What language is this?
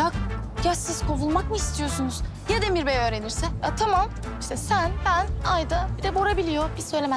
Turkish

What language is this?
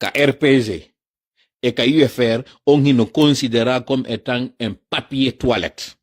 Pular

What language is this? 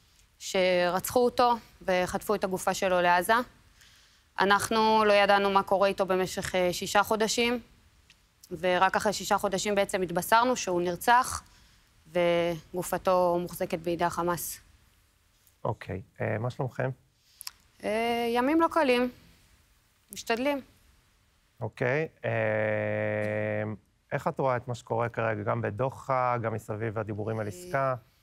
Hebrew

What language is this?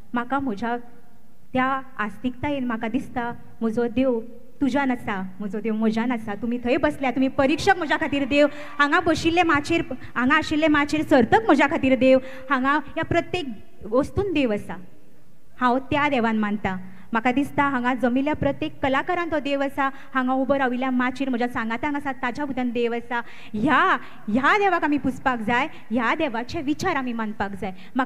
Konkani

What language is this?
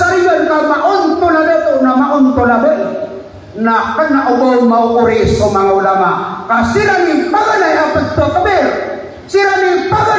Maranao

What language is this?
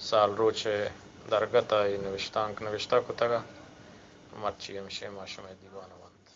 Eastern Balochi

